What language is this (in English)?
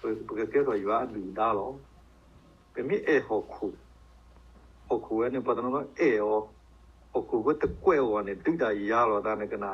S'gaw Karen